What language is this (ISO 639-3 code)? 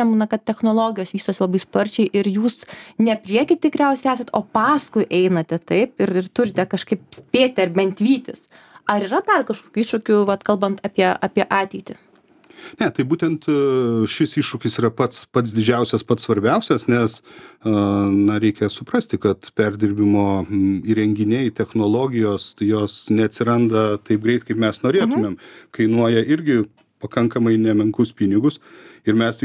lit